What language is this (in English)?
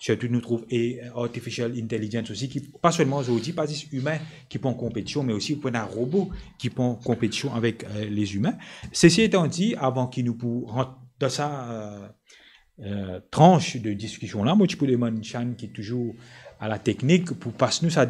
Morisyen